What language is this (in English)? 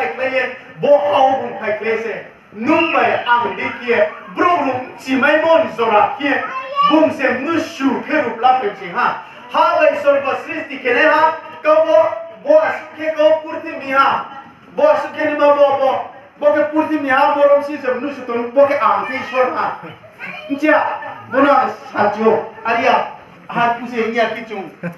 Riang (India)